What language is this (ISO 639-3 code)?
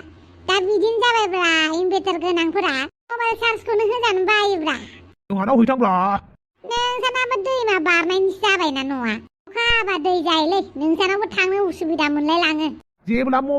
brx